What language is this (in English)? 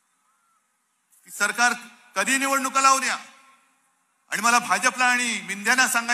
Marathi